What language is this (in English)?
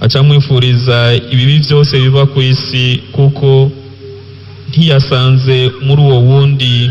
Rundi